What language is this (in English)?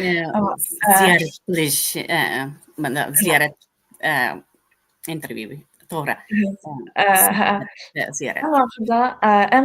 Uyghur